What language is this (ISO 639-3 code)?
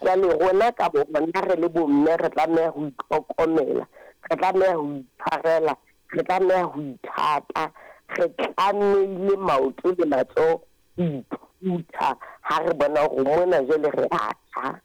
sot